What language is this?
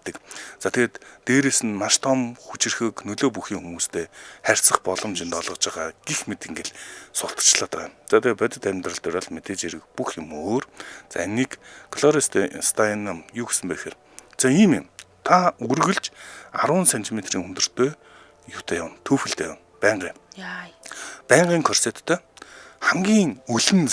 Mongolian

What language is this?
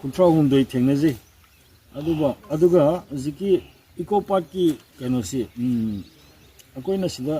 Manipuri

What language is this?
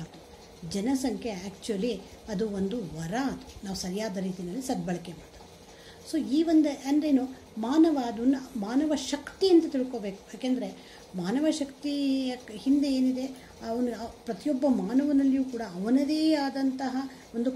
Kannada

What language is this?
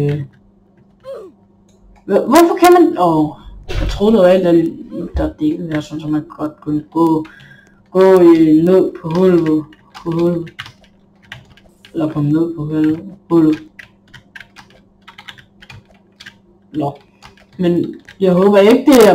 Danish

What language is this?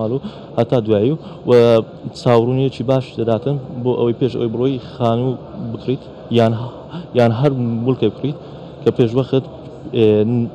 Central Kurdish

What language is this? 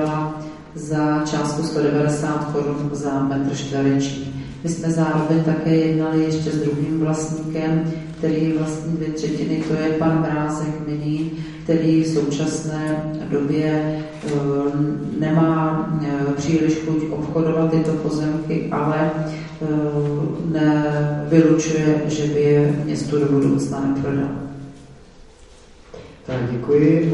Czech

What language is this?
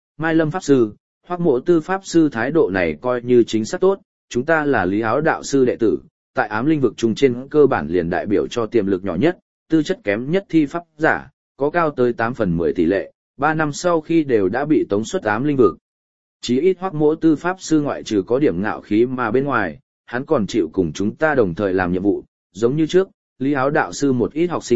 Vietnamese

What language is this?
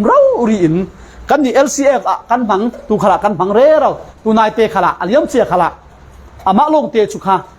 Falam Chin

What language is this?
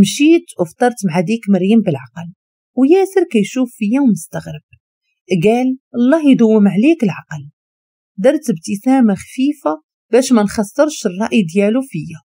Moroccan Arabic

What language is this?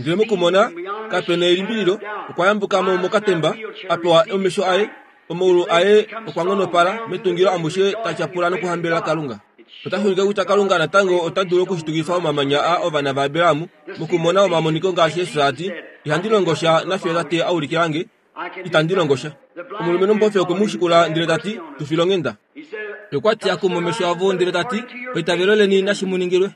Kuanyama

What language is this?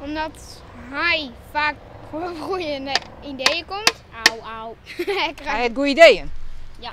Western Frisian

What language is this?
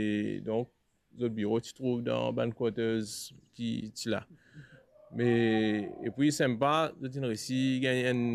Morisyen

